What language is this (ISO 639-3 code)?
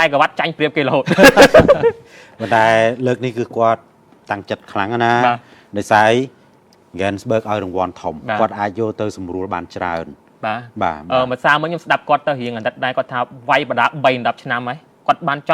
khm